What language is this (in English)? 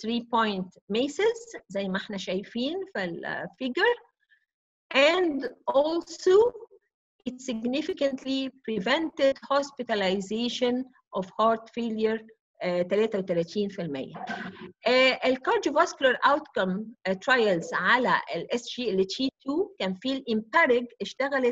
Egyptian Arabic